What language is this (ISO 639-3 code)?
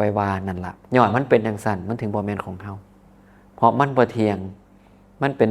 tts